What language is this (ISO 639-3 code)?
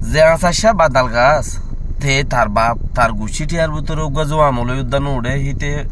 rhg